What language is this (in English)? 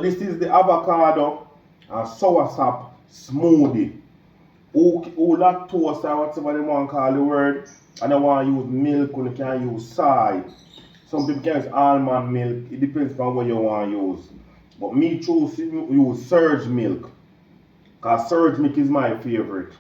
Jamaican Creole English